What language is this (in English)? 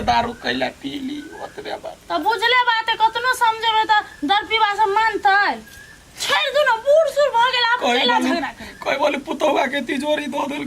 Maithili